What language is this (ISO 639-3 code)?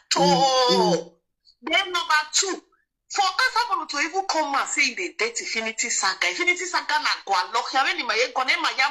pcm